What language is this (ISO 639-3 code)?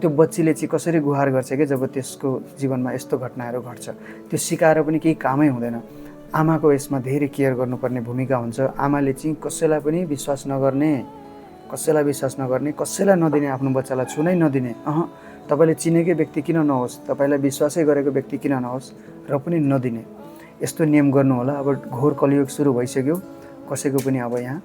nep